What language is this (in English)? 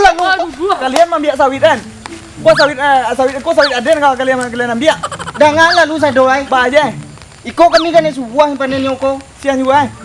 Minangkabau